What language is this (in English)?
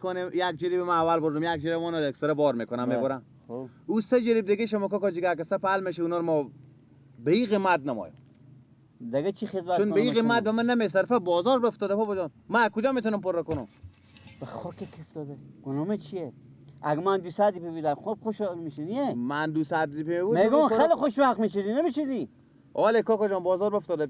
Persian